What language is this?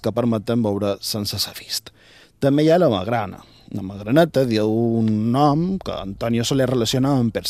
Catalan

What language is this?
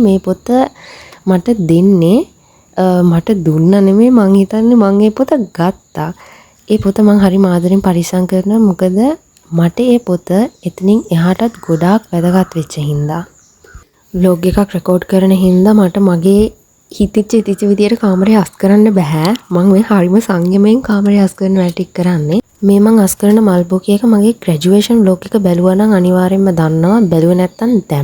Sinhala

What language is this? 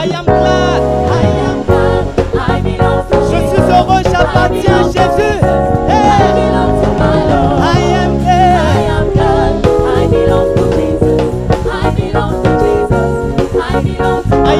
French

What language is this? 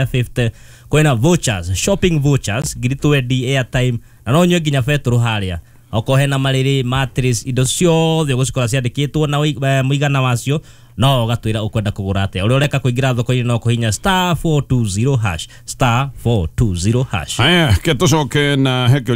Kikuyu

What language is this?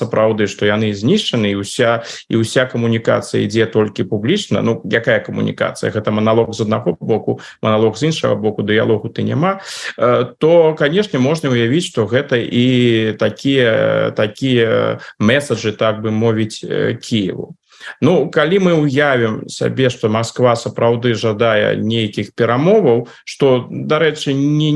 Belarusian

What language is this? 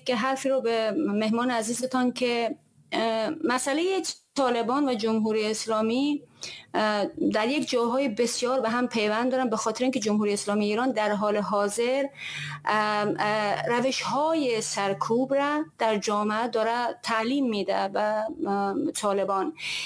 Persian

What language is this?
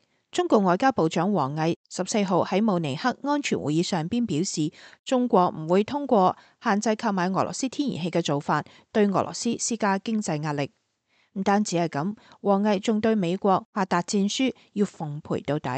Cantonese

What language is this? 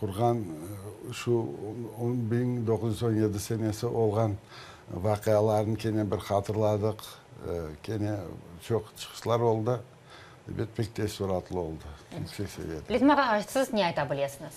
Crimean Tatar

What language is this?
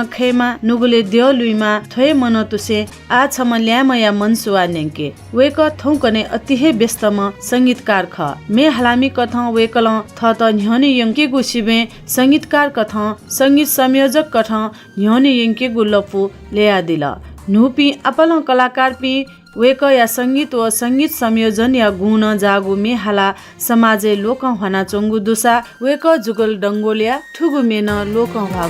Newari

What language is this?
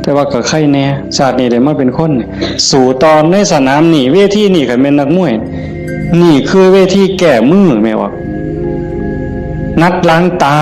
Northeastern Thai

